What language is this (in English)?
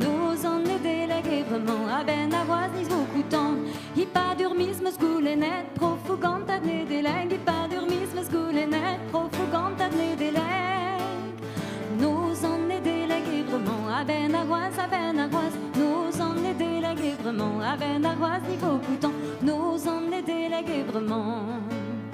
Breton